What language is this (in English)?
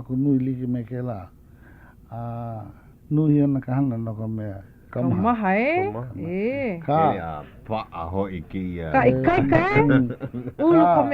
Hawaiian